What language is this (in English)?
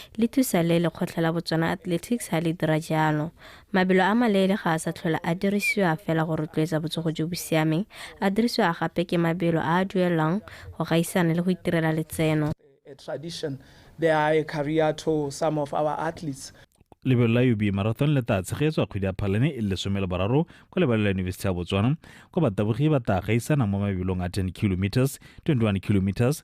Tswana